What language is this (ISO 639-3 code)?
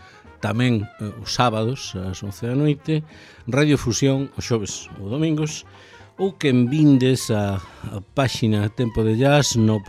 glg